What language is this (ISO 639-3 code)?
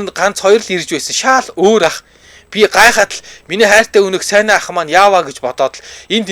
mon